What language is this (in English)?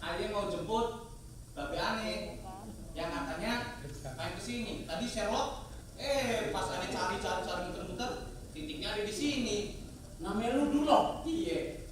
Betawi